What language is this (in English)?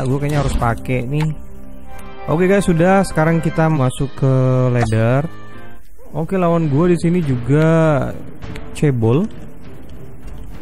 Indonesian